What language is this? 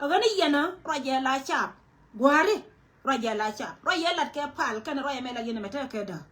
Nuer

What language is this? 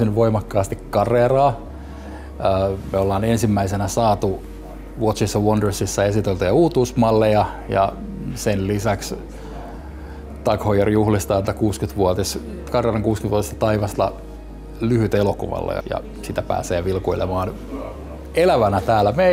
Finnish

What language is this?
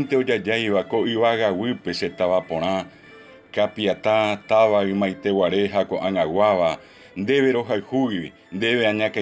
Guarani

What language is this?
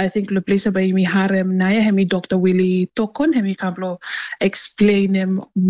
Tok Pisin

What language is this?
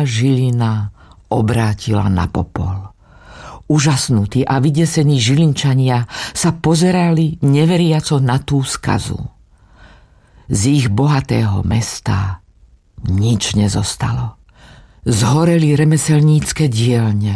Slovak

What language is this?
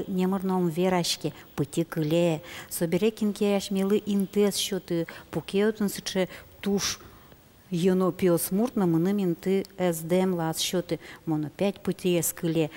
Udmurt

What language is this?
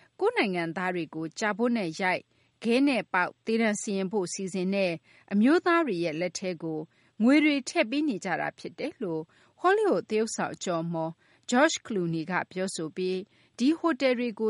Burmese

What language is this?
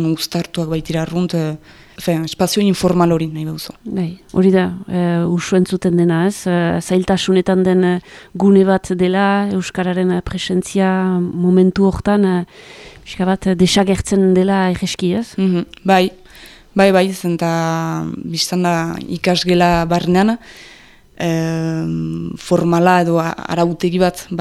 Basque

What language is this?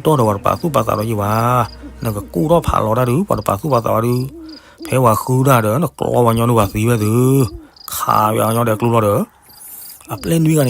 S'gaw Karen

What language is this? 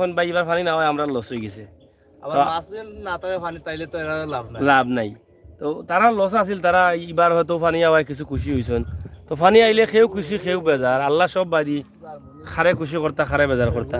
Sylheti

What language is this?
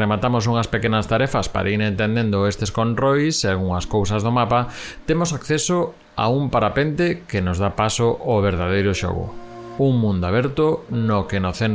Galician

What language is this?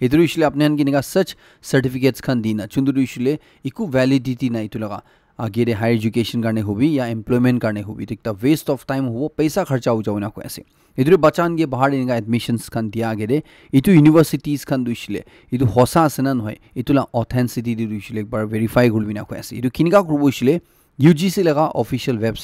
Naga Pidgin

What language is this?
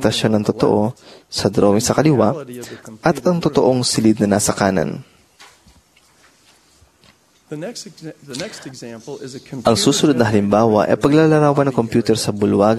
Filipino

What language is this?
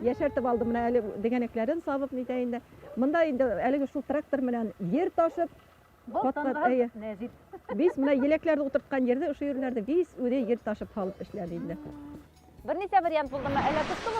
Bashkir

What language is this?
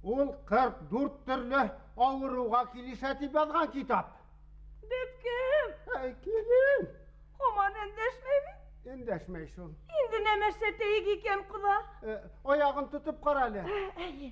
Bashkir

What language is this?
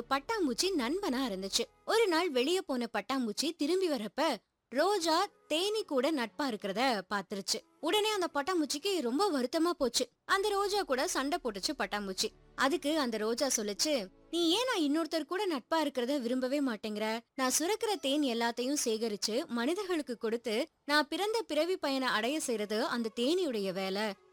Tamil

